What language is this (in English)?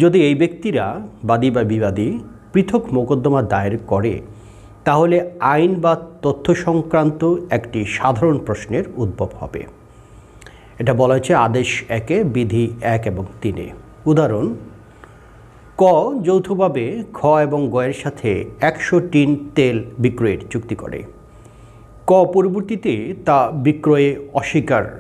Bangla